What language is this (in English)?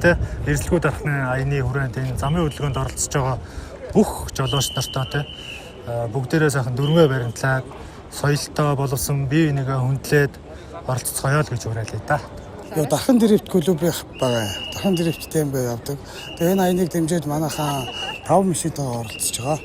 Mongolian